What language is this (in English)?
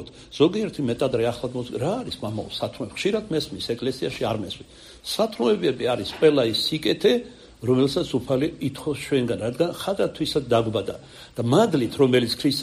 Georgian